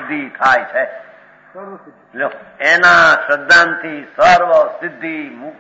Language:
Gujarati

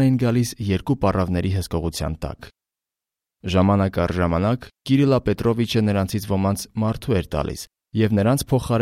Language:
Armenian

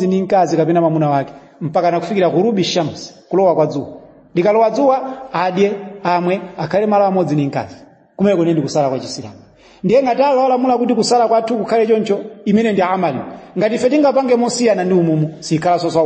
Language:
Nyanja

